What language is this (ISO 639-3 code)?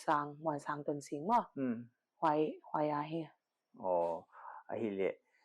pck